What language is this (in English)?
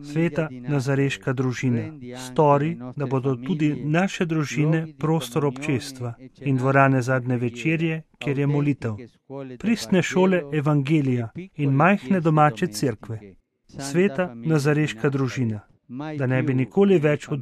Slovenian